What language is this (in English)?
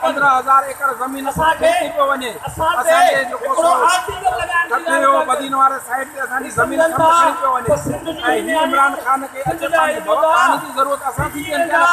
Sindhi